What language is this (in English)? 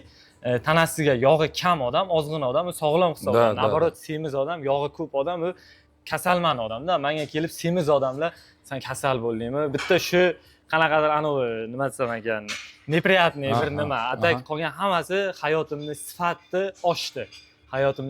Uzbek